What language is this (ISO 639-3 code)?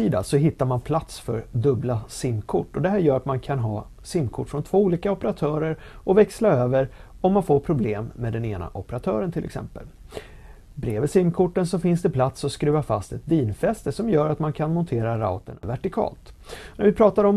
swe